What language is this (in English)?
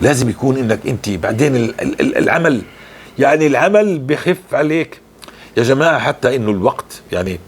North Levantine Arabic